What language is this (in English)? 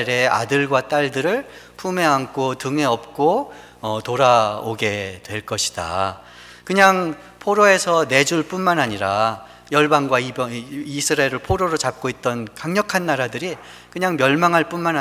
Korean